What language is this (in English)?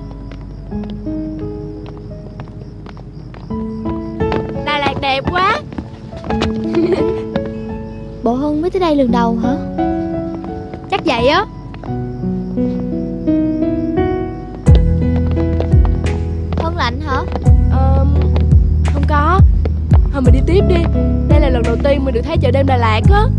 Vietnamese